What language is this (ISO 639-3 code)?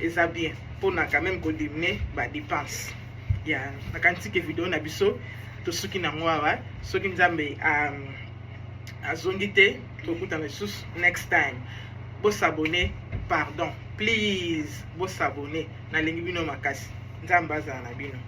lin